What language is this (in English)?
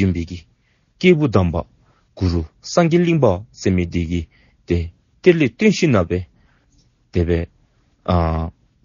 Dzongkha